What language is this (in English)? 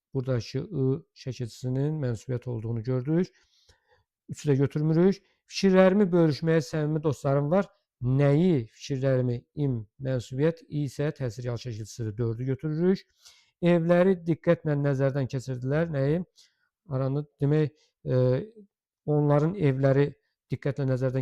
Azerbaijani